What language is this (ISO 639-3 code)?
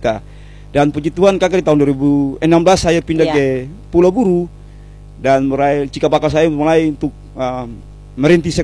ind